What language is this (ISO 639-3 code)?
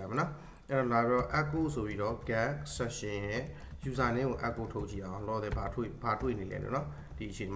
mya